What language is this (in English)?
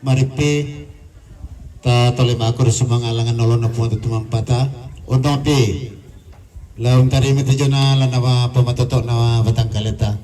Toraja-Sa'dan